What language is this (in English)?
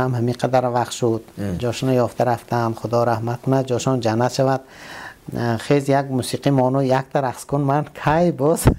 Tajik